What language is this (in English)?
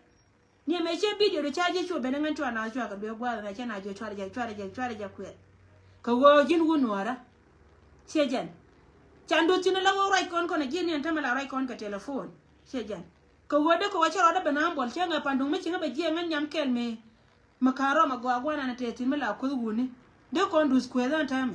Nuer